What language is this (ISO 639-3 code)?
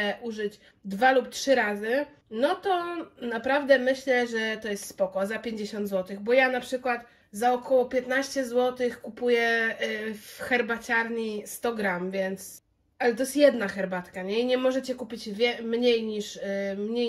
pol